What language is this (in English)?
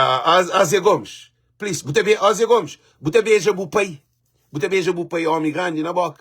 Kabuverdianu